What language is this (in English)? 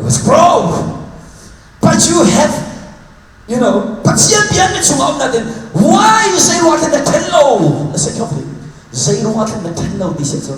Hakha Chin